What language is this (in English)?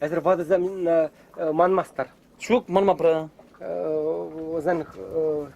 Chuvash